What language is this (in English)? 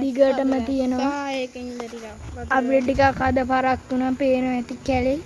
Sinhala